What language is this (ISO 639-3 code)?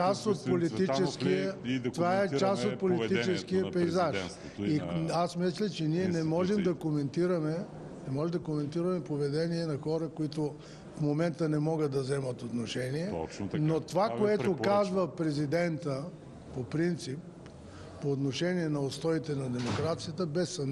bul